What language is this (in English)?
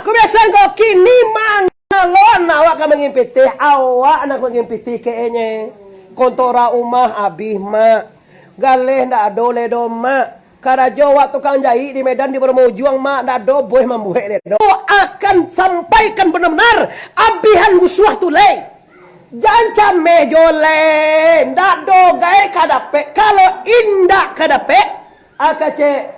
Minangkabau